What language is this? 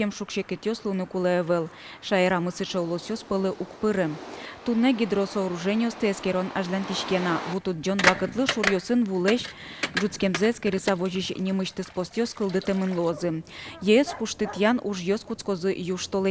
Udmurt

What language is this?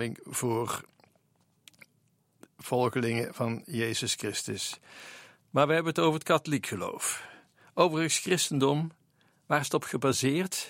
Dutch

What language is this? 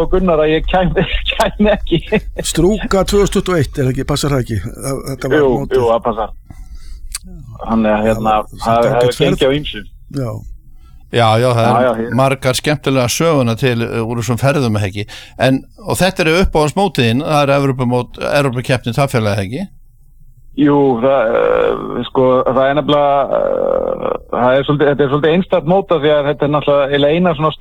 Icelandic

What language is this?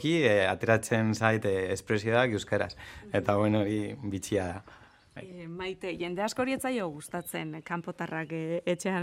Basque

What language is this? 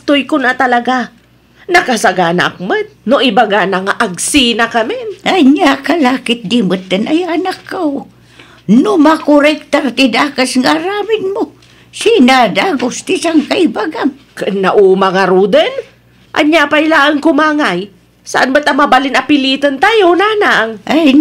Iloko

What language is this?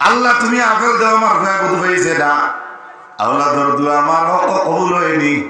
Sylheti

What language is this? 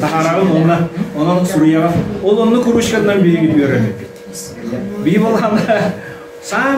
Yakut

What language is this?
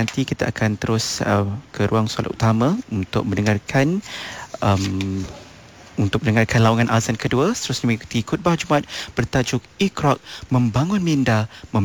Malay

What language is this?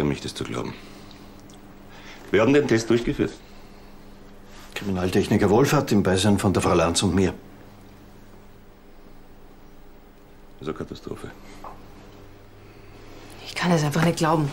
German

